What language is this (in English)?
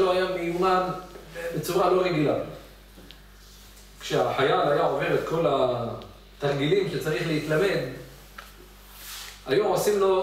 Hebrew